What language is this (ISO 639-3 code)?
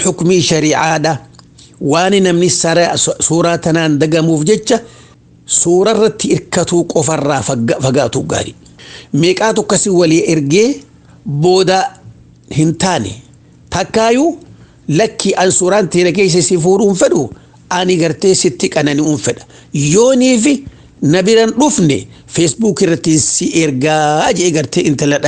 orm